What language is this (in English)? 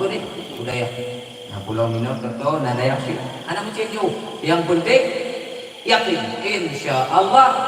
Achinese